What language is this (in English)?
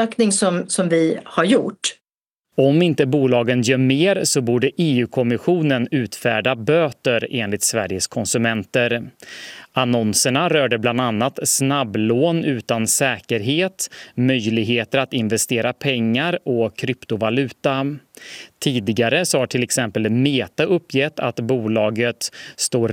Swedish